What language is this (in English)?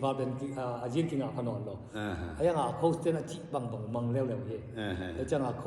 Tedim Chin